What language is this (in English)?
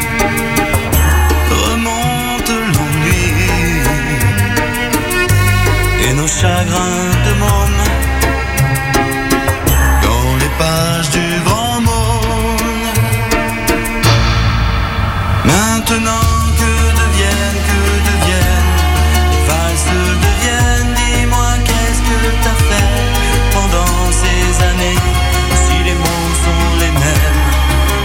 French